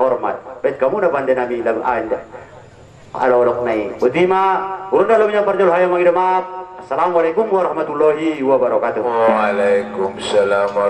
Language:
Batak Angkola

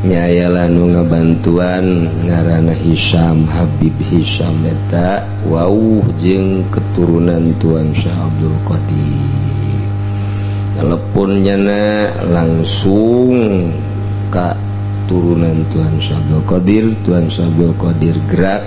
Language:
Sundanese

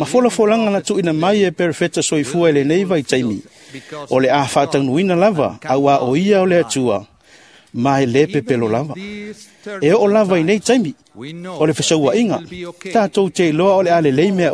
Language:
Samoan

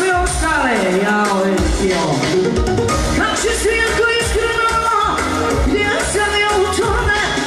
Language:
Croatian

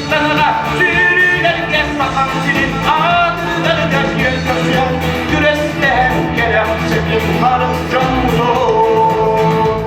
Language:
Yakut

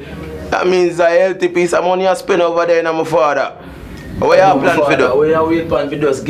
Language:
Jamaican Creole English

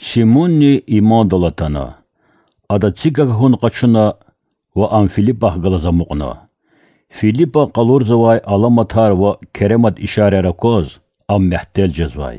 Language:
Lezghian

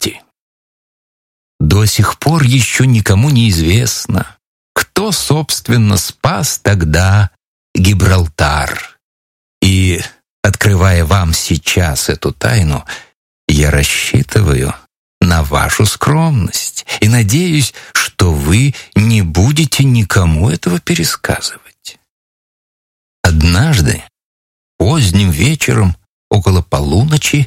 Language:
Russian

